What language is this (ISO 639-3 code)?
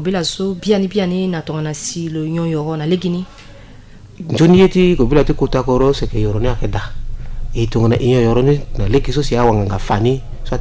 sag